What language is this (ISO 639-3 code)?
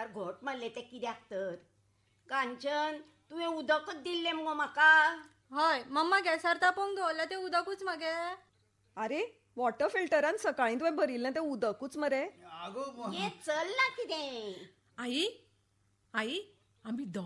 kok